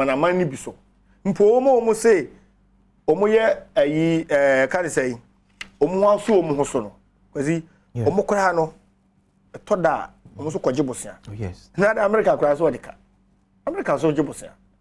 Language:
Akan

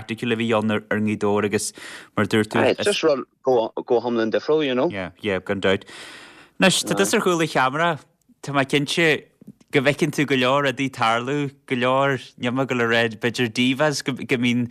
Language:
Irish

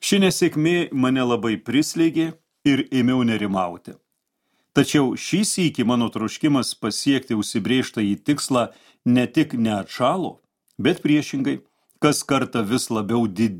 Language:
Lithuanian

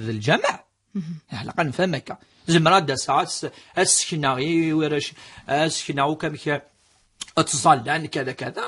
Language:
Kabyle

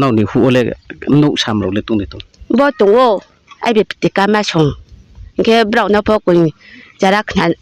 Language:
Riang (India)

